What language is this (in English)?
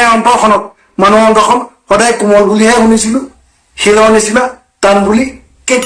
Assamese